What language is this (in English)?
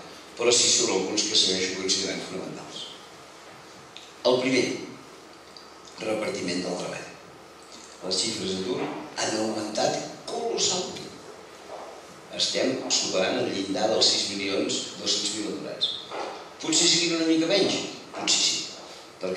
Catalan